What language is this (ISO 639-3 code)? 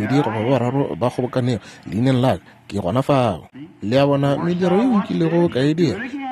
nso